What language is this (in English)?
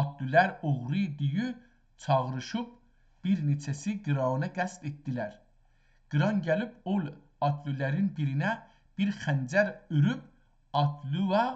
South Azerbaijani